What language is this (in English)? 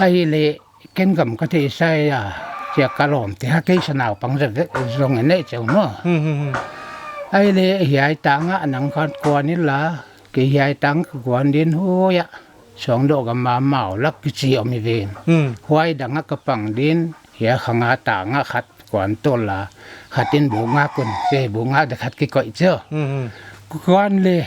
Paite Chin